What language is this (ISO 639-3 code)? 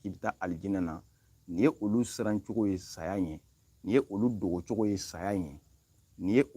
bam